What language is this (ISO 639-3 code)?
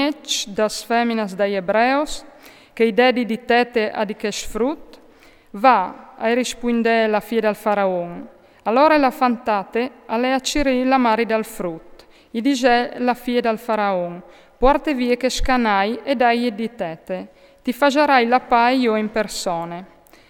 fur